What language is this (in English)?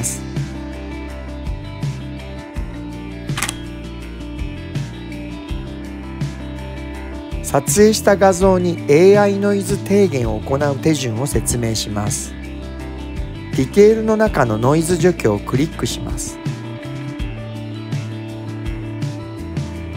Japanese